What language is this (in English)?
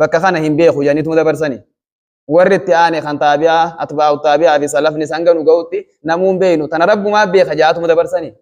Oromo